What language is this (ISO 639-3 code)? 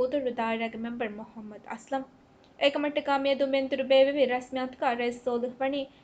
div